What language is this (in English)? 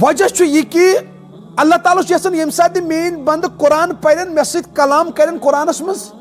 Kashmiri